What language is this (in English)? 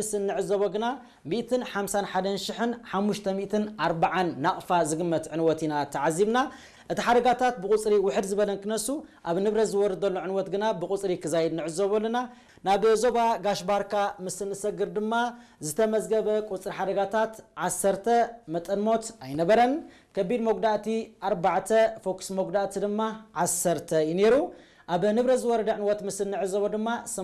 Tigrinya